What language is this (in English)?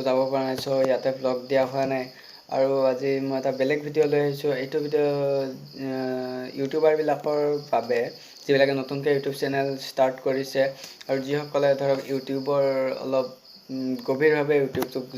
Assamese